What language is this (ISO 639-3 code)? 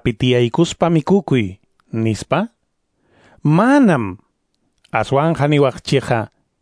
que